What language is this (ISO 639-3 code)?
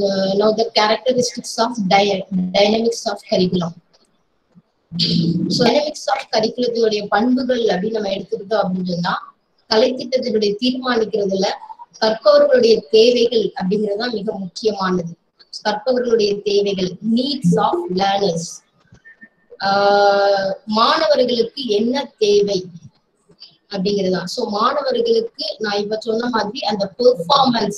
tam